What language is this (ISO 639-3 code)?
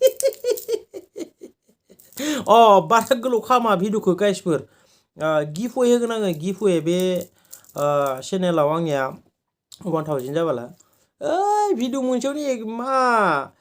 brx